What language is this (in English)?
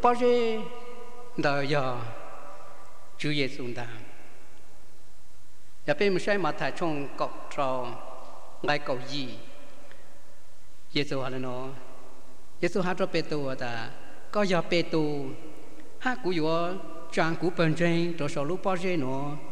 Vietnamese